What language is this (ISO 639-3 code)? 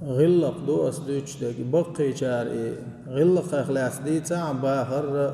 che